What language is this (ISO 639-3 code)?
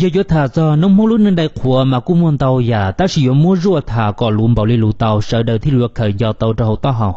hmn